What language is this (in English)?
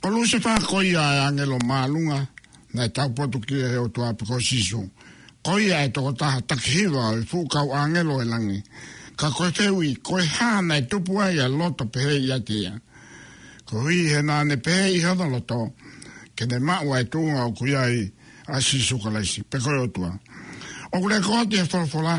Tongan